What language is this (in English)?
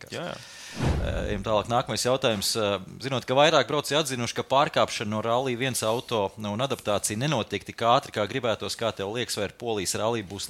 Latvian